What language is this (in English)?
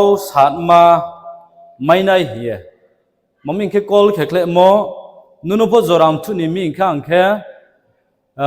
Riang (India)